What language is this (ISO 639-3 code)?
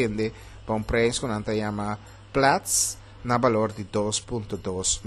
pap